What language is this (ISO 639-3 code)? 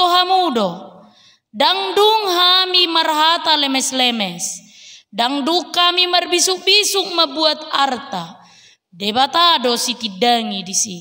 bbc